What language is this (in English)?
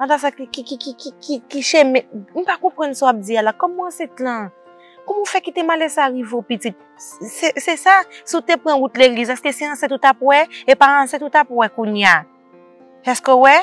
Haitian Creole